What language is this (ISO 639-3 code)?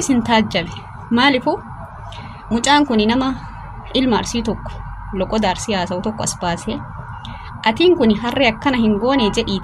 orm